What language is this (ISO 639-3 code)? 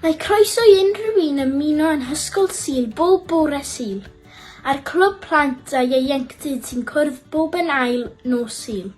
cym